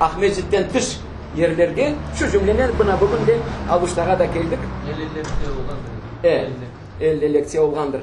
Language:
Crimean Tatar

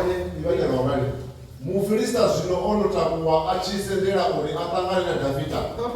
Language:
Venda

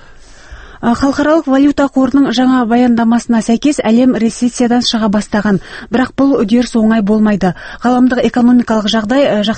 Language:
Kazakh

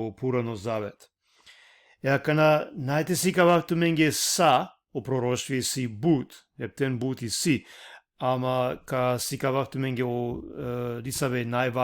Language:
Balkan Romani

